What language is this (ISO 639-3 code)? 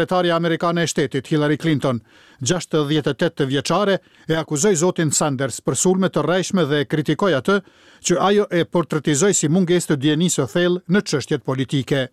sqi